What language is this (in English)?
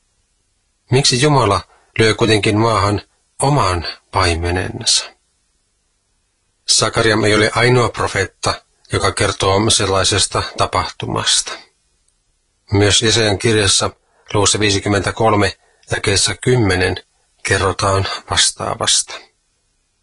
Finnish